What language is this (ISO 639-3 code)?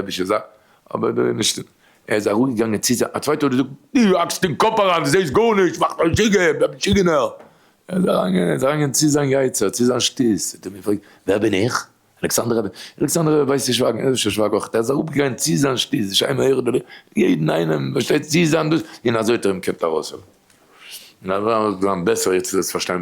yid